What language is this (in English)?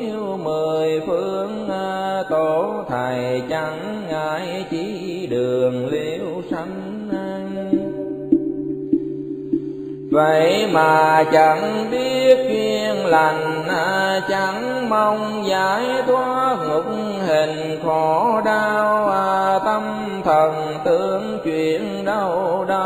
Vietnamese